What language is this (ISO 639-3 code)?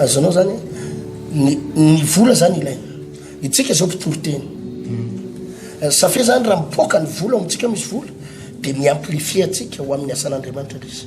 mlg